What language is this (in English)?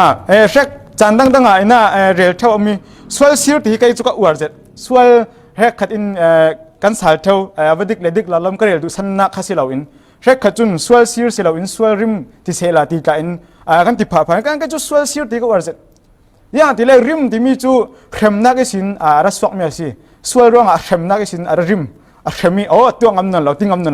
Falam Chin